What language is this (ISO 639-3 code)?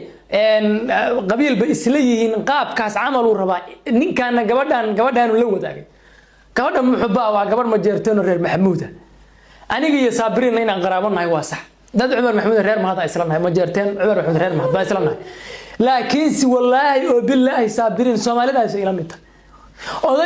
som